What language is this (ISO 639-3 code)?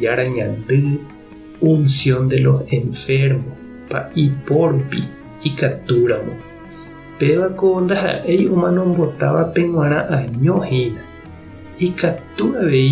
grn